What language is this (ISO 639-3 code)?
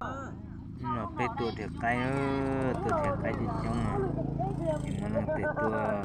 hmn